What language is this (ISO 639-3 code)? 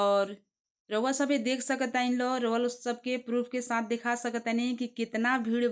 bho